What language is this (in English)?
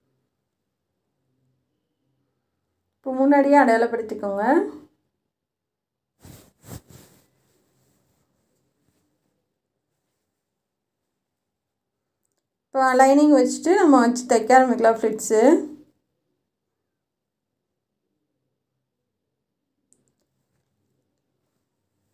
Tamil